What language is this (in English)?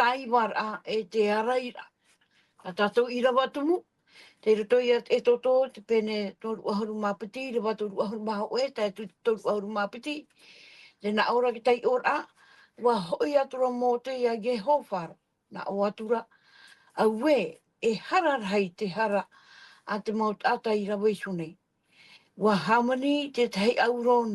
Tahitian